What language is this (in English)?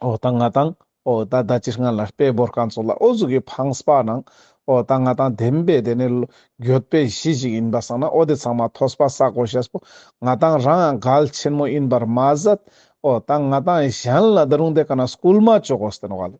Ladakhi